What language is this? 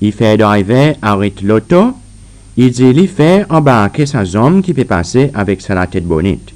Seselwa Creole French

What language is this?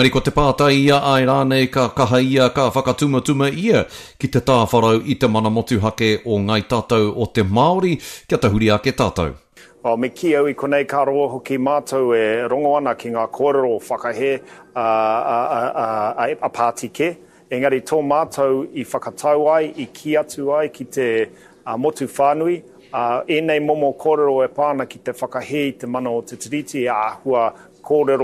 Māori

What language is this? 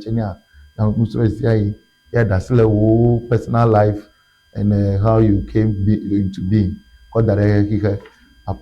Ewe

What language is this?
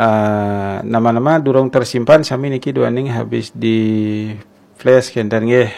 Balinese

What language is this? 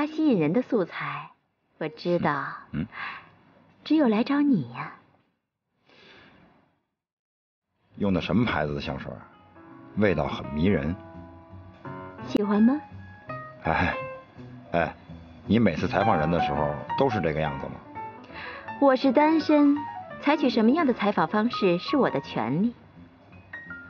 Chinese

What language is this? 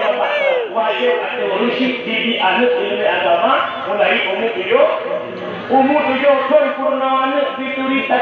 Achinese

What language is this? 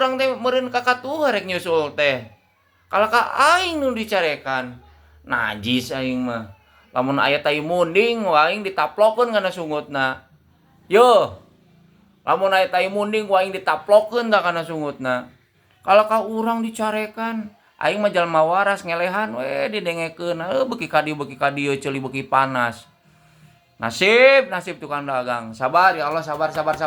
Sundanese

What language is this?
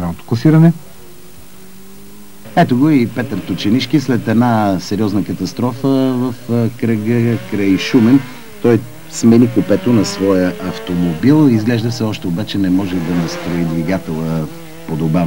Bulgarian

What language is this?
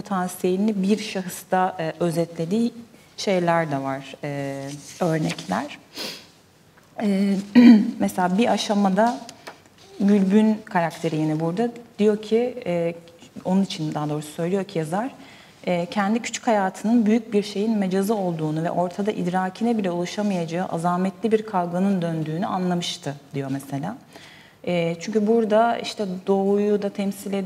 Turkish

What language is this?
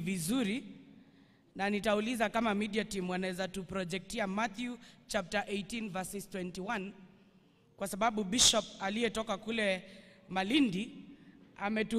Swahili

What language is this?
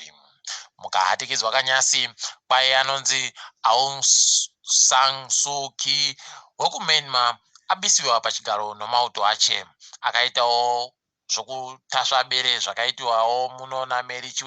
Ndau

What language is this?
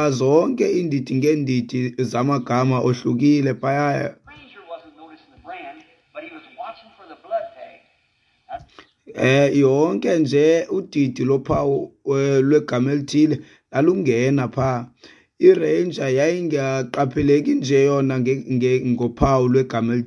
Xhosa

